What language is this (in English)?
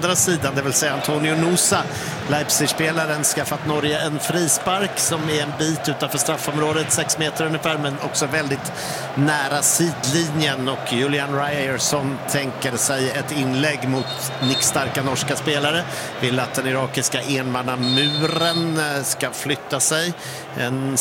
Swedish